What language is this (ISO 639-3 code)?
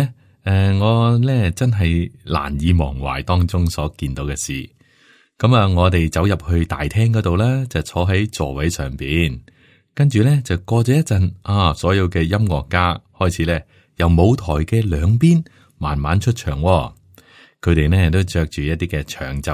yue